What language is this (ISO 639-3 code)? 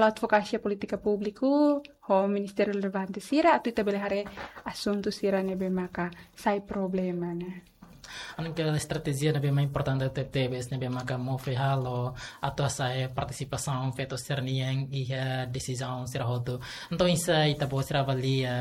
tet